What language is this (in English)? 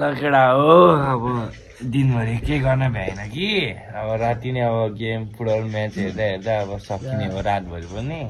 Nepali